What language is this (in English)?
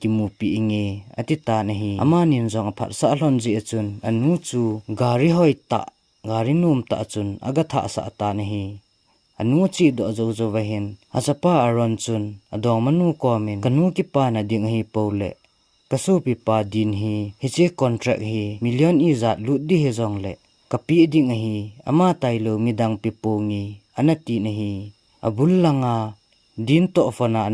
Thado Chin